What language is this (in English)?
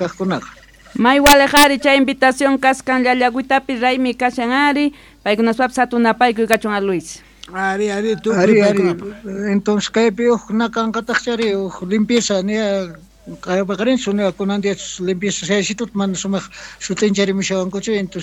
South Bolivian Quechua